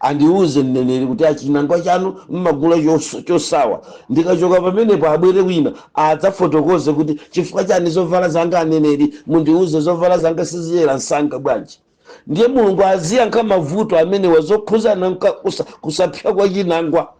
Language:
Nyanja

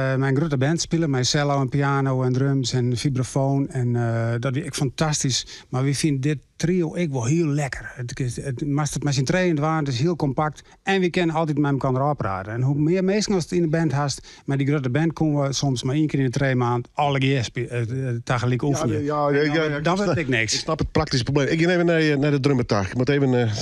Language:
Western Frisian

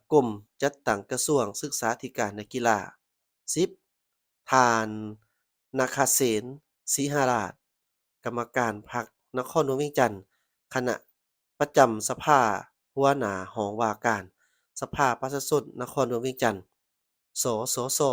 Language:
Lao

